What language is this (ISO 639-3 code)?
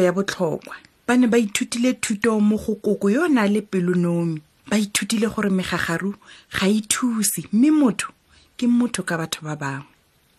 tsn